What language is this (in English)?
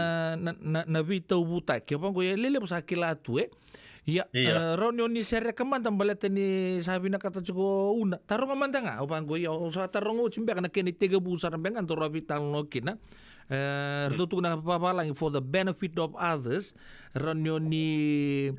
Fijian